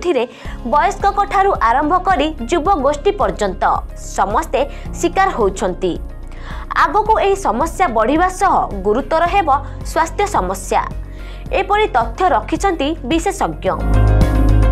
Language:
Odia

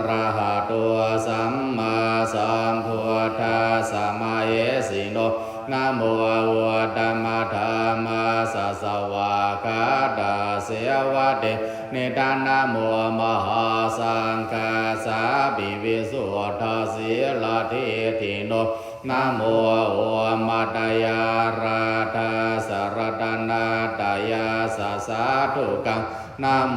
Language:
Pali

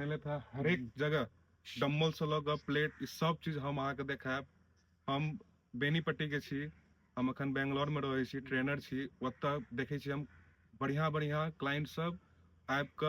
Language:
Maithili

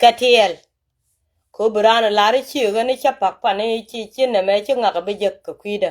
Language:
Nuer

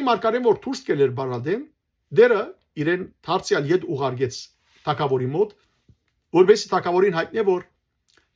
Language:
Western Armenian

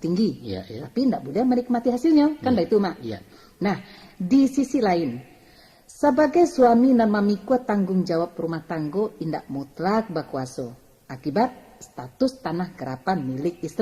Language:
Minangkabau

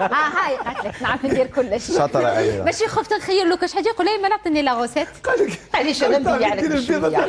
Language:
Algerian Arabic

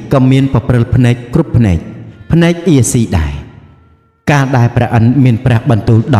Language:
Khmer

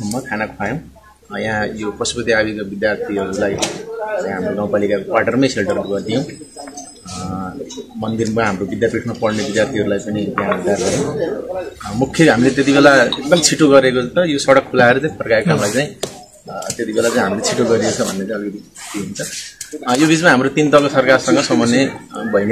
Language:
Nepali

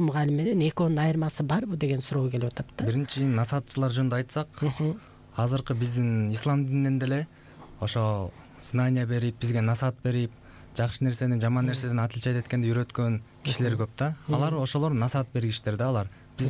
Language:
Kyrgyz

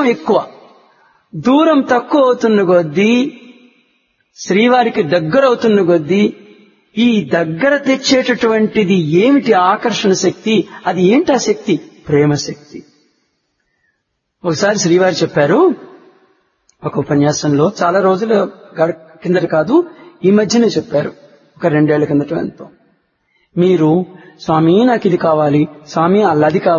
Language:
Telugu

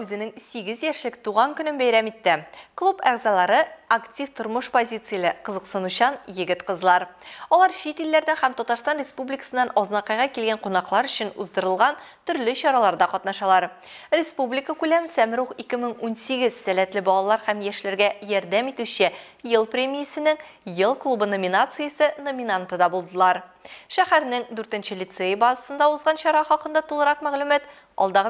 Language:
Tatar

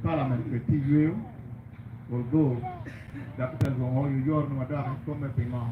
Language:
Acoli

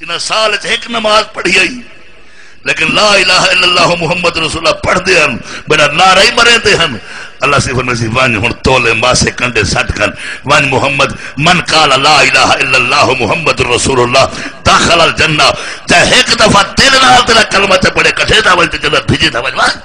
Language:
Saraiki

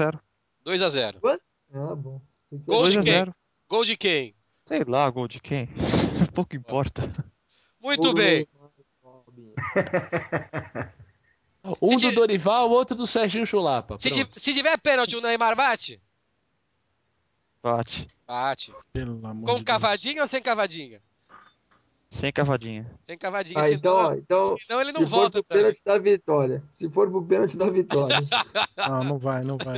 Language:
Portuguese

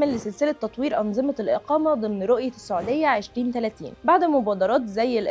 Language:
Egyptian Arabic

